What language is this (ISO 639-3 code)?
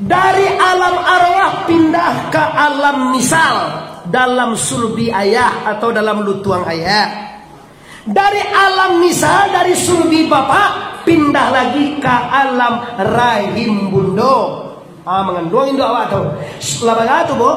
min